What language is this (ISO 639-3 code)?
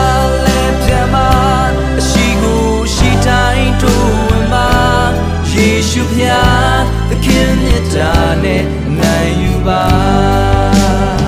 mya